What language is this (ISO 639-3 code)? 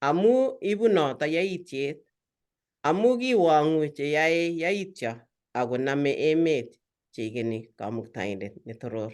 kln